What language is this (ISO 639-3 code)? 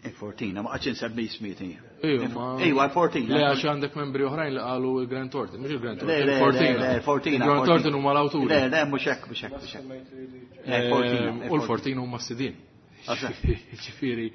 mlt